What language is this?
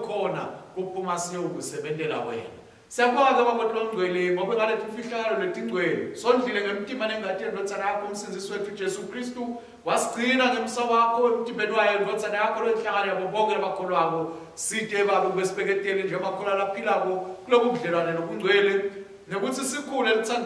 Swati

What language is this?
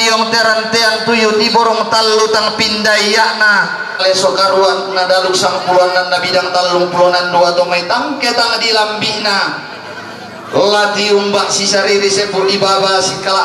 Toraja-Sa'dan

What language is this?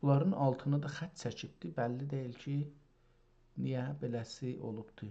South Azerbaijani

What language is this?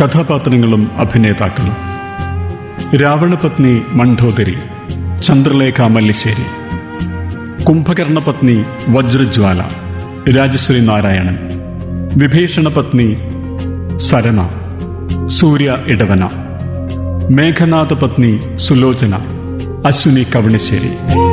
Malayalam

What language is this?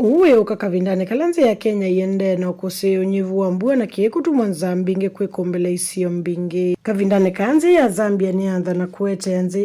Kamba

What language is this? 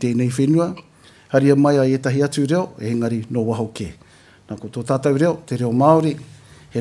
Māori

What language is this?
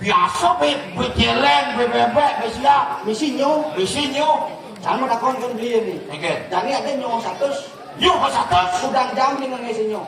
Balinese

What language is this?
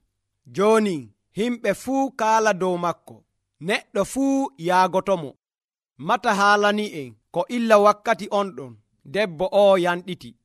Nigerian Fulfulde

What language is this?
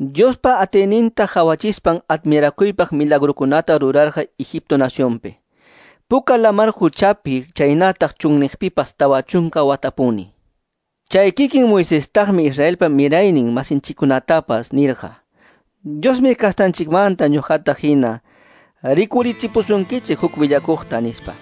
Quechua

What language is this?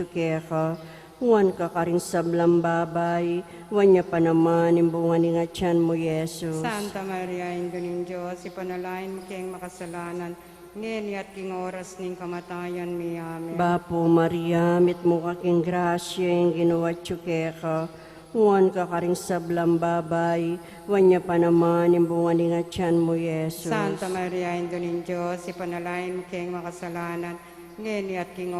Pampanga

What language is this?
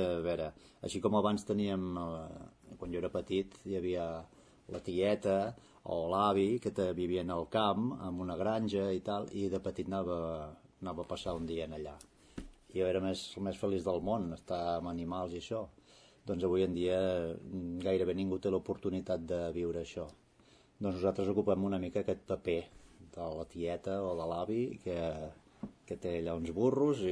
Catalan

